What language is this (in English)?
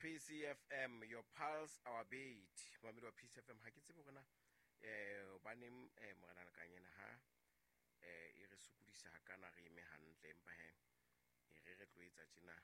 Southern Sotho